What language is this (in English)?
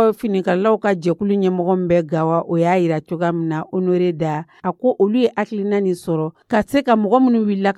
Dyula